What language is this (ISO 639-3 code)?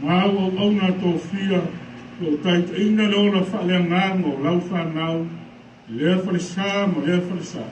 smo